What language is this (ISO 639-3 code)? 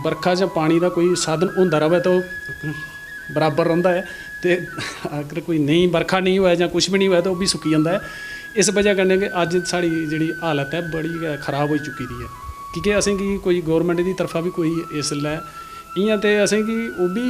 doi